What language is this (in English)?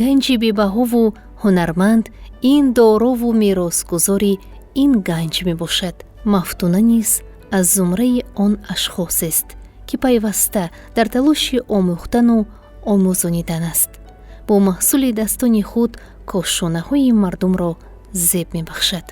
Tajik